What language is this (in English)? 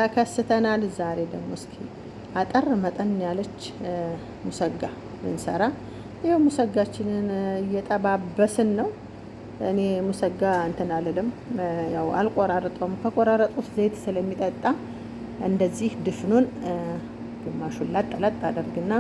Amharic